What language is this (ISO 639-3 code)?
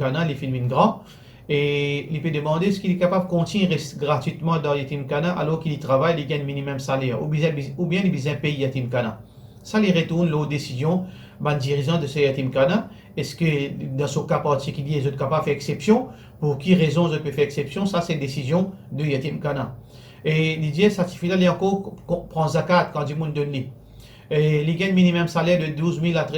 mfe